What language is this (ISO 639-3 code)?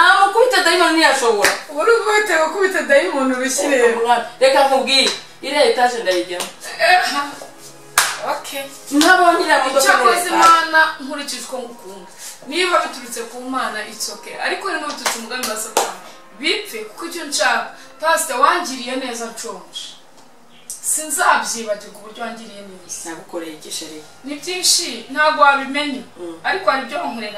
kin